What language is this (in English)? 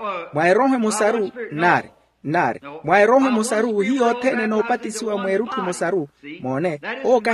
Makhuwa